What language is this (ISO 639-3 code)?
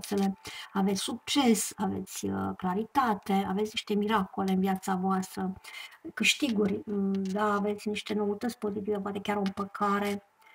ron